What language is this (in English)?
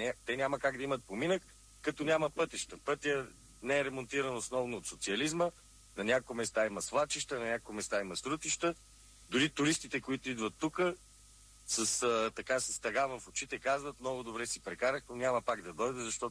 Bulgarian